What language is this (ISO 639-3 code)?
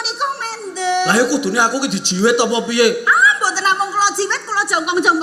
jav